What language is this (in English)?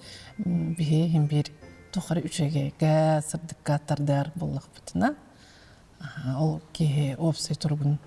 Yakut